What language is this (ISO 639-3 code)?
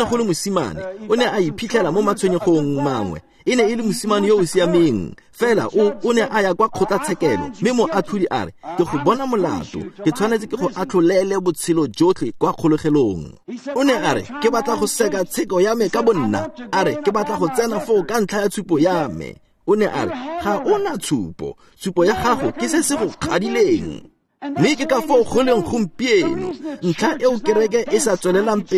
tsn